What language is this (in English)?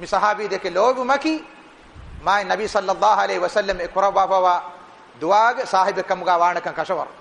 Divehi